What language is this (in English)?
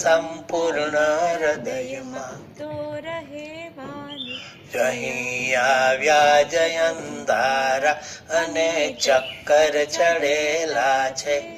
Gujarati